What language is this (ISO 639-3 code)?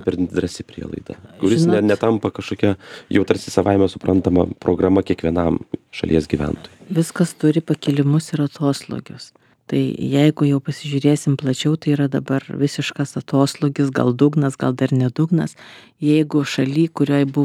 lit